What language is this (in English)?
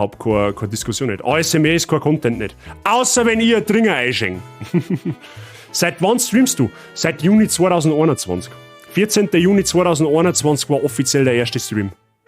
Bavarian